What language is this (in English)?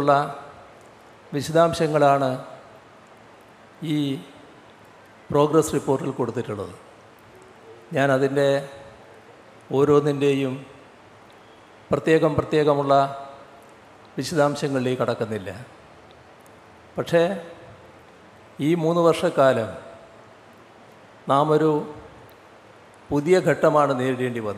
Malayalam